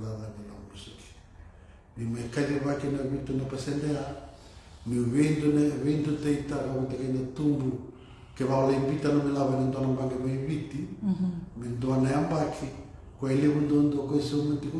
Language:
Fijian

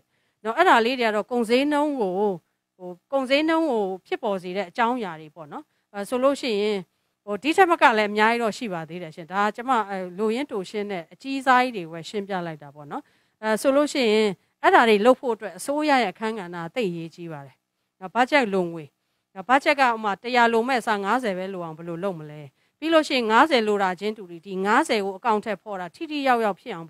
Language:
Burmese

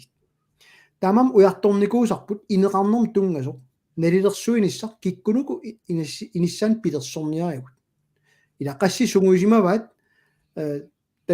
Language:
Kalaallisut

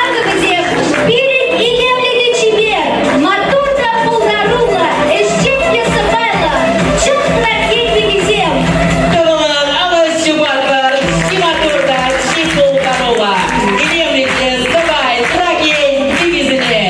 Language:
Chuvash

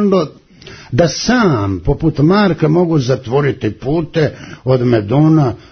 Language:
Croatian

